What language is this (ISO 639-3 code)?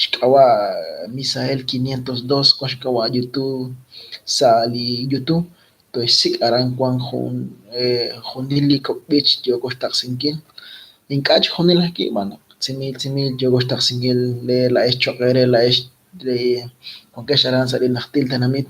kek